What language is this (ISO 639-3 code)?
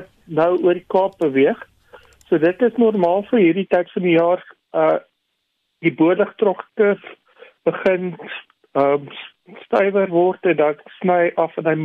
afr